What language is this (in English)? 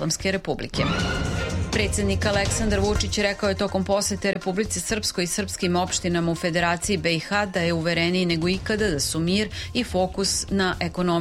Serbian